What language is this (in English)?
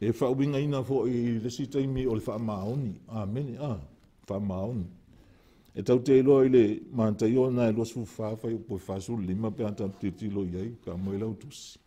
Samoan